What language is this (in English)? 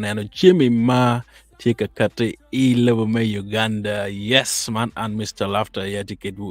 Acoli